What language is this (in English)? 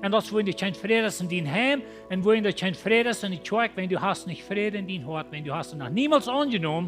Plautdietsch